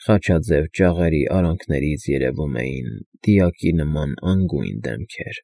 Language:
Armenian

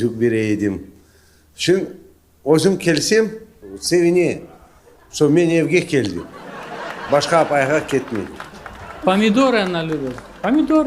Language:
Crimean Tatar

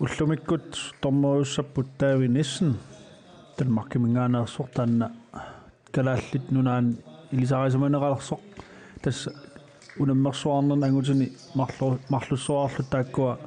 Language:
Kalaallisut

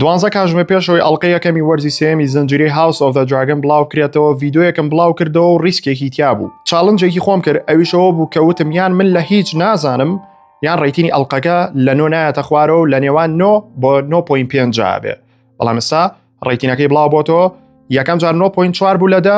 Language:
Central Kurdish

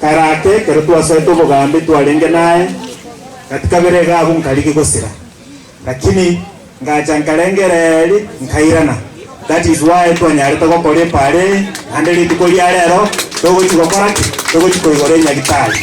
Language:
Gusii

